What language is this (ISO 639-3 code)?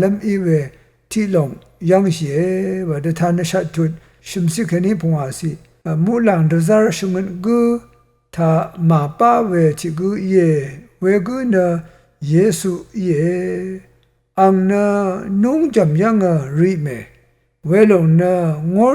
raw